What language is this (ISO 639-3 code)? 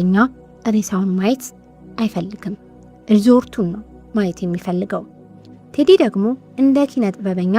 amh